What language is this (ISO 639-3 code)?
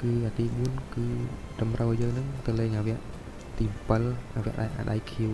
khm